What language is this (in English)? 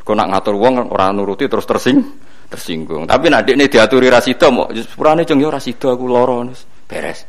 Javanese